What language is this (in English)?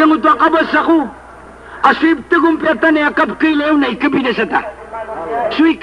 Maranao